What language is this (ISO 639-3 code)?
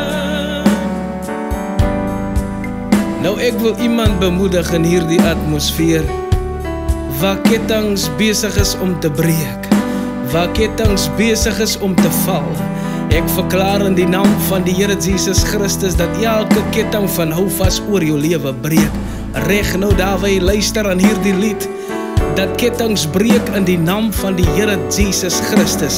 afr